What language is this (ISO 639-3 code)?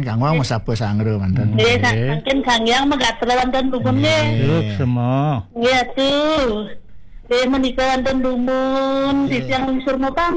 ban